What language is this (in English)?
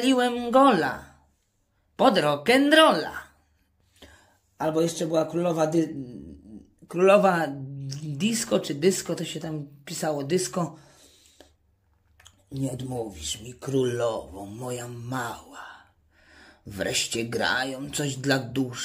Polish